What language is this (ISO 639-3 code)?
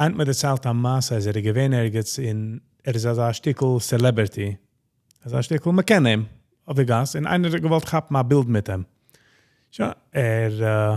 yid